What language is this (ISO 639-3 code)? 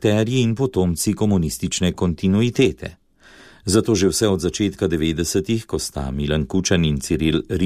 slv